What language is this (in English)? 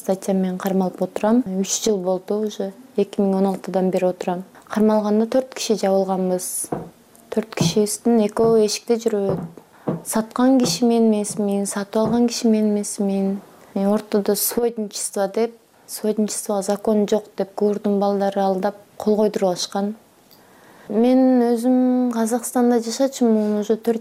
Kyrgyz